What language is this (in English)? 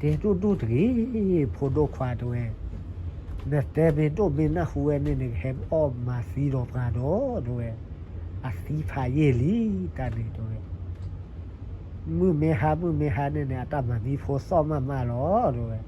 S'gaw Karen